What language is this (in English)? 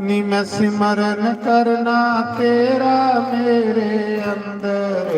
Dogri